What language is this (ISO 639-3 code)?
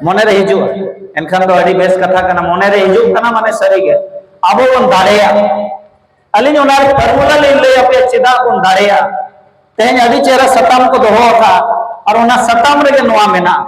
sat